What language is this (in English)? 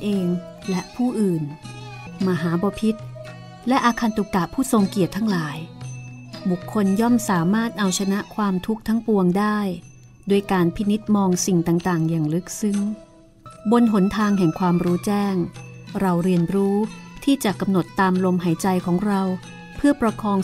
Thai